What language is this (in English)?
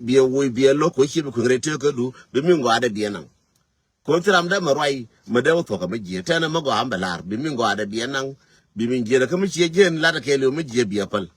Nuer